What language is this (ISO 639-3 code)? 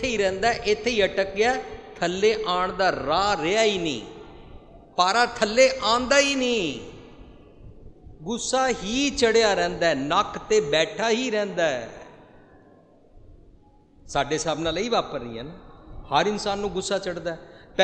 pan